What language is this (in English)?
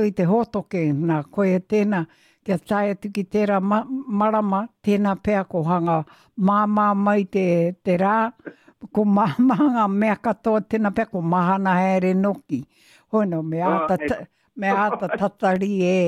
Māori